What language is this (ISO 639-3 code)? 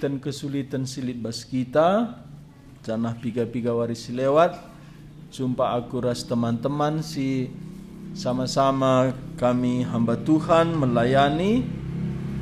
btx